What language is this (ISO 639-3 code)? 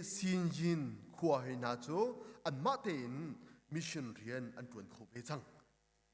cnh